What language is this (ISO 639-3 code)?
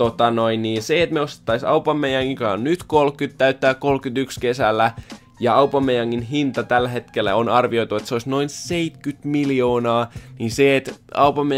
fin